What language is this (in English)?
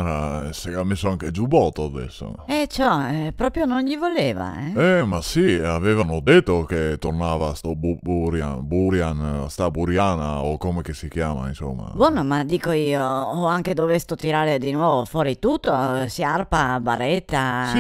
Venetian